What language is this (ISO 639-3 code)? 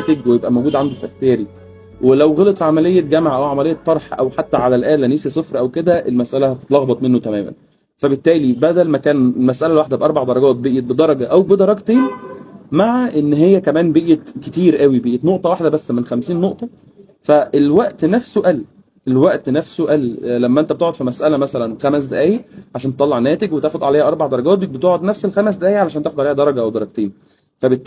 arz